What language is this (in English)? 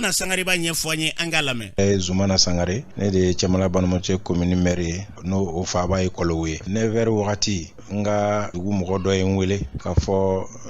Bambara